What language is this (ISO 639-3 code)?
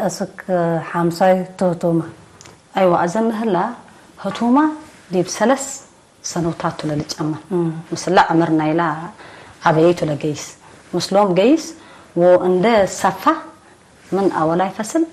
tig